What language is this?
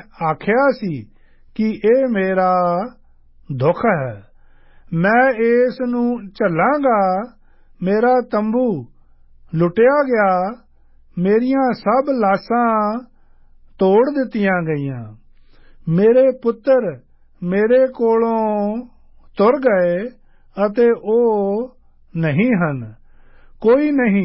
Punjabi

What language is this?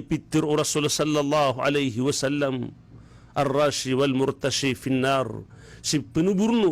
Maranao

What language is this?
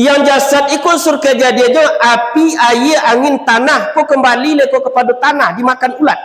Minangkabau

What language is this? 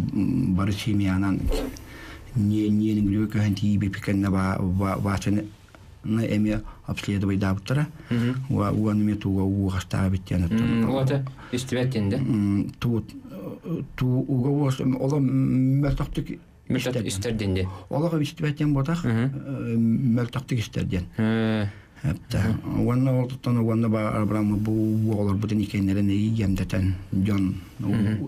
Yakut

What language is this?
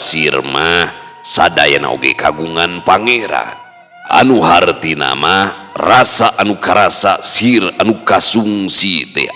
Sundanese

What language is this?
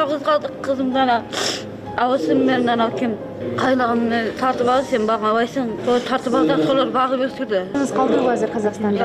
Kyrgyz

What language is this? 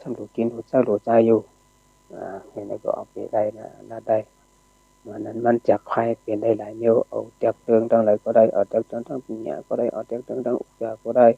Shan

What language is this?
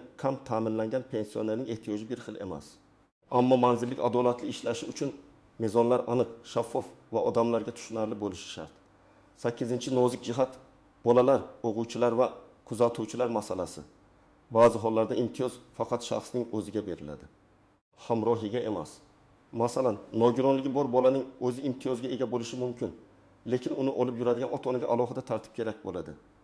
Uzbek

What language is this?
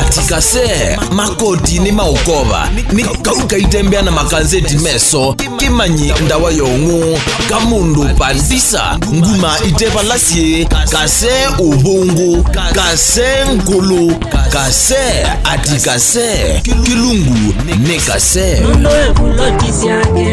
Kamba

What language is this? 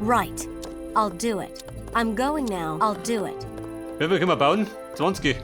Bavarian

